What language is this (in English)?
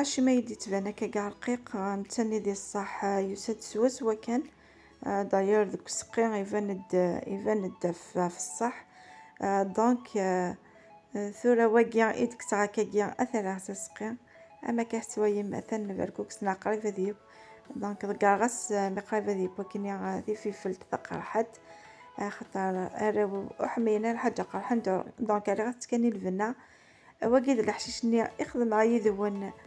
Kabyle